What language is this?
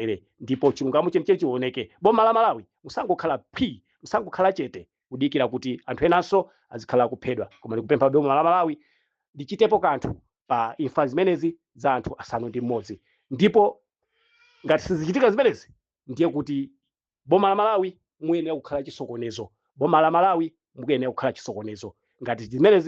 Nyanja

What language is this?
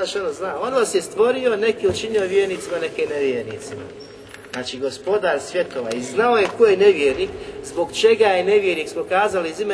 Bosnian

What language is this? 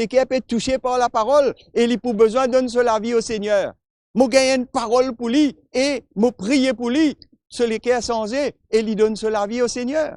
Morisyen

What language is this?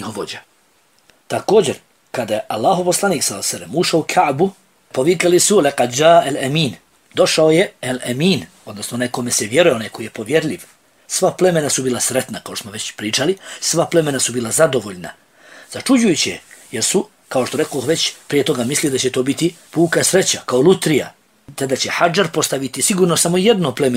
Bosnian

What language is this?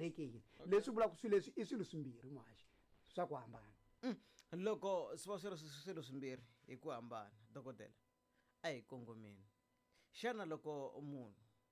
Tsonga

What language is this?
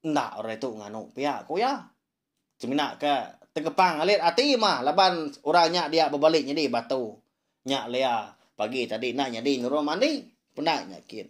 Iban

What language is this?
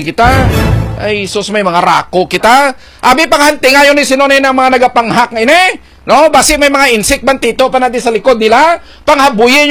Hiligaynon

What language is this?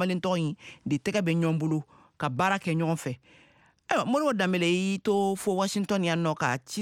Bambara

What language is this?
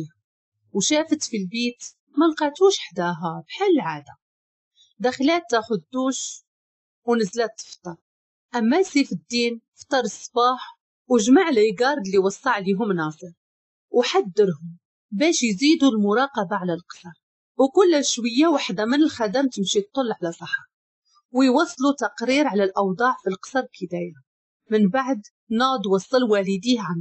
Moroccan Arabic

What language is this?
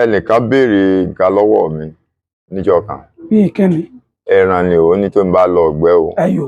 Yoruba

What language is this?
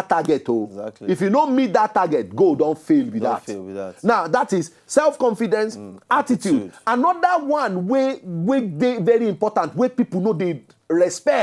Nigerian Pidgin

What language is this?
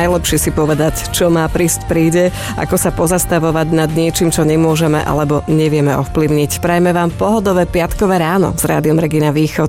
Slovak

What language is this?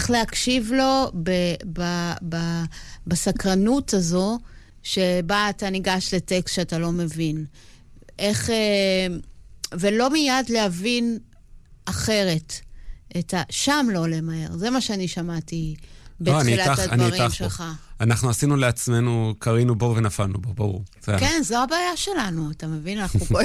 Hebrew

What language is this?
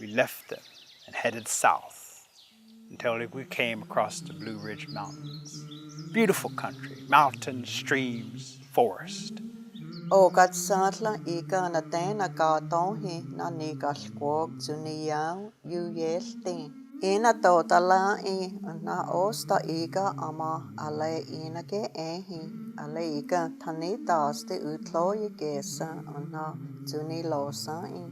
Cherokee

